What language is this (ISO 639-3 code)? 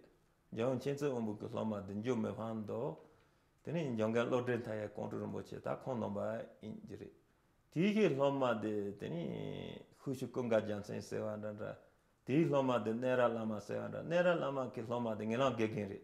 bod